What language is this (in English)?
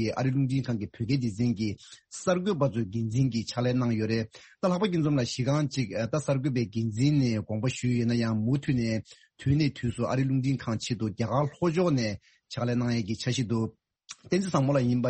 Tibetan